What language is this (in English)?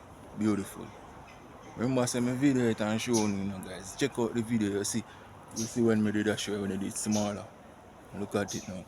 Jamaican Creole English